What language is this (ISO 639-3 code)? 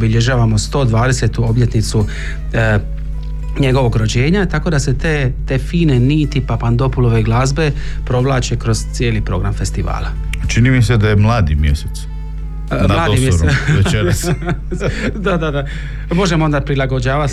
hrv